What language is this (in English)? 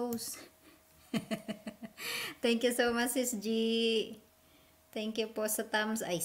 Filipino